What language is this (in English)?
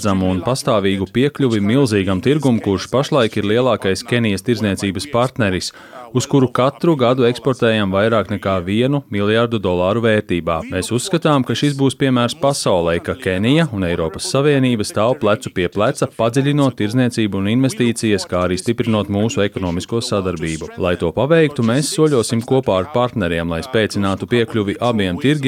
Latvian